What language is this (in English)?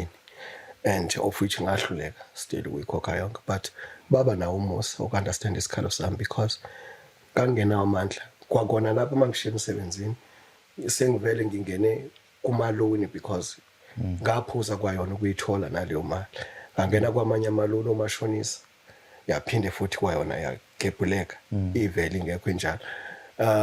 Zulu